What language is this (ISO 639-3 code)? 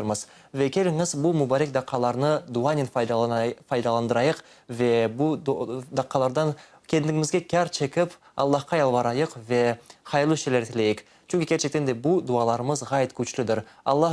crh